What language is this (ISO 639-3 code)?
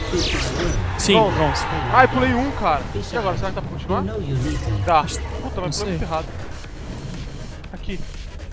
por